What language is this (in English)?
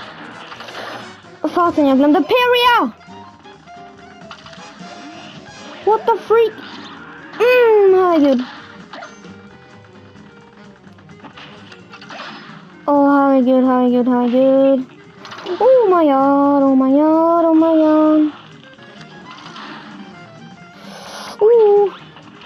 Swedish